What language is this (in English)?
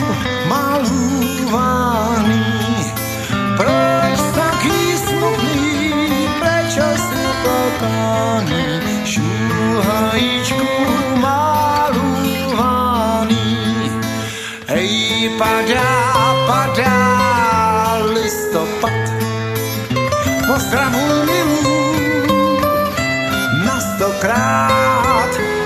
Slovak